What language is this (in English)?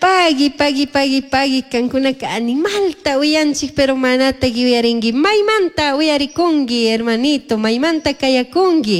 Chimborazo Highland Quichua